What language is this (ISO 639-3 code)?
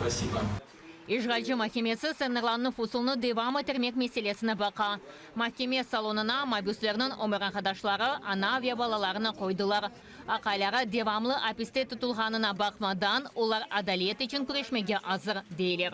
crh